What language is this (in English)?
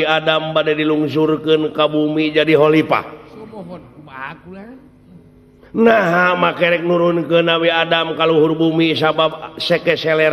Sundanese